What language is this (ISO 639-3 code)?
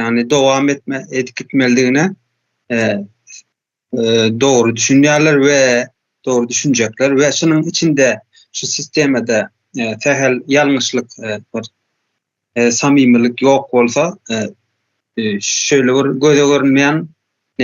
tuk